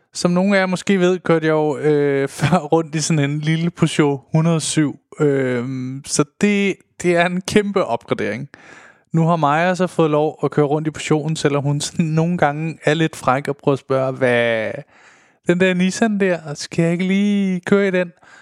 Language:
Danish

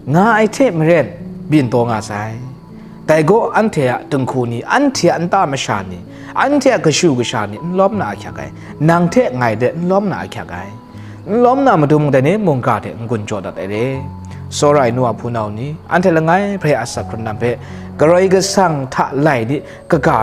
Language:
Kachin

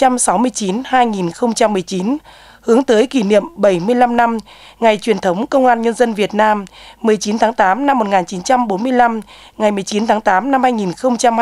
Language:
Vietnamese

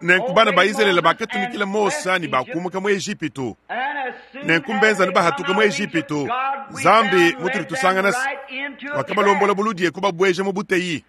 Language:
Luba-Lulua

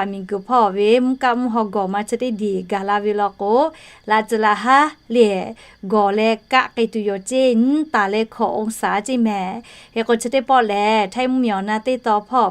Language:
Lahu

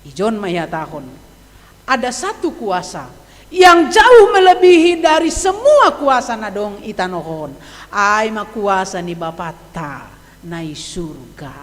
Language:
Batak Simalungun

